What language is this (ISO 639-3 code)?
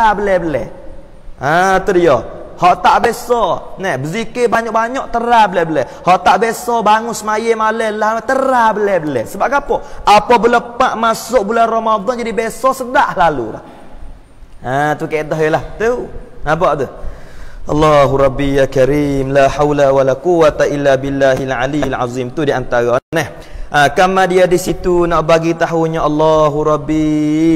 msa